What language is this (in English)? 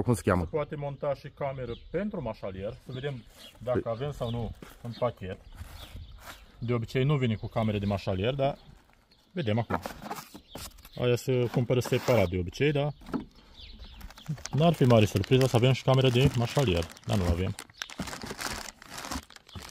Romanian